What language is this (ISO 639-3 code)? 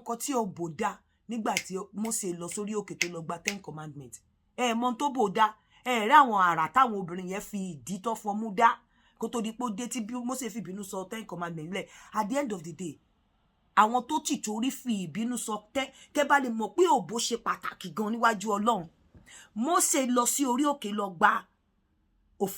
yor